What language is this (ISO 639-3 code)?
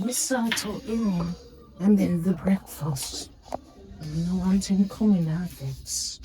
jam